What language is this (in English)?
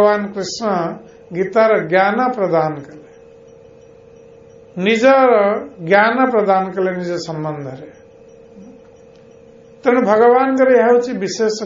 Odia